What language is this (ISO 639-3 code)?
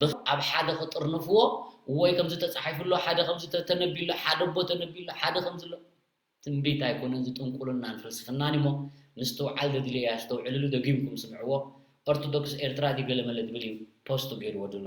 tir